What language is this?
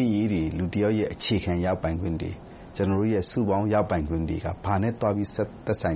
Burmese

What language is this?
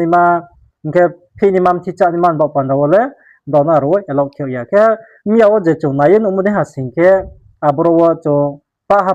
Riang (India)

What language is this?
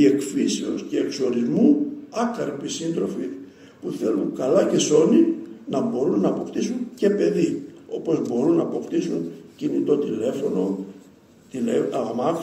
Greek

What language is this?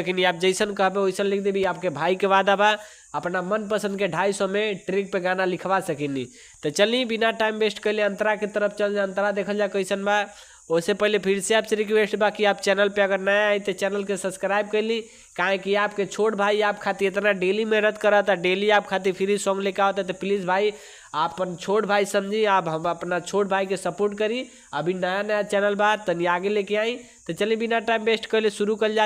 Bhojpuri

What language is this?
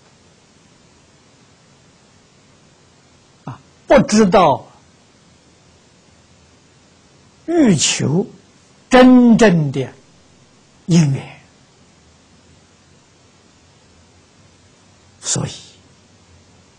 Chinese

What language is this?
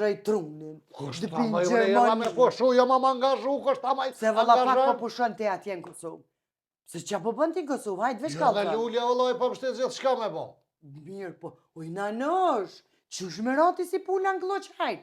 Albanian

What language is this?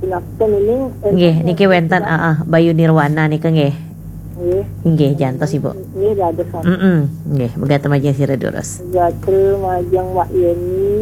Balinese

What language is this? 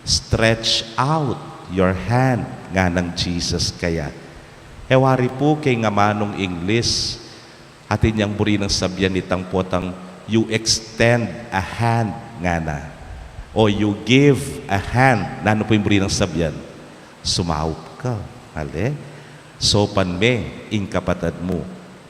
Pampanga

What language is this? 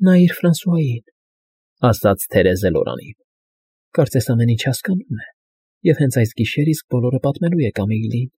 Armenian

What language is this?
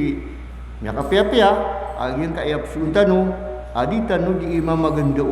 Maranao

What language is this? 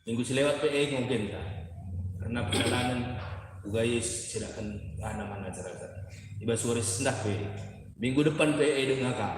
Batak Karo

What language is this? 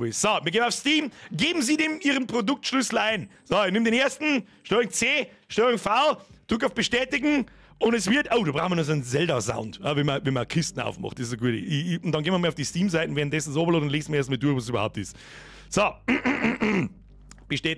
Bavarian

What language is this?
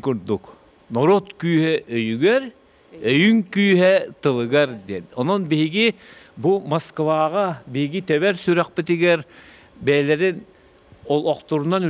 Yakut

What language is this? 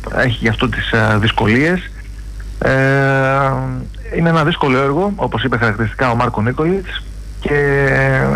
Greek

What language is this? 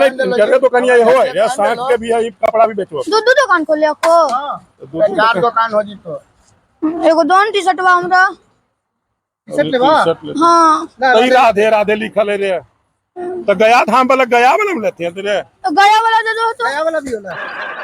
Magahi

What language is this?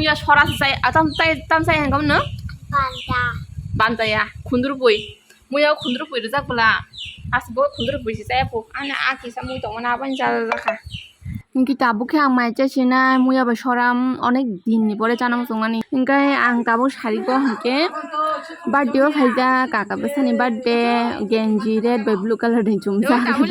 Kok Borok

